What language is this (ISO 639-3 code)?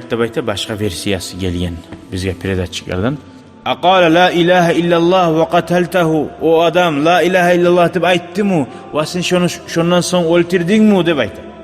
kum